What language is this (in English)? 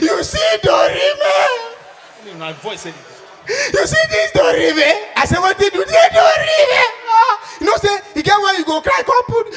Nigerian Pidgin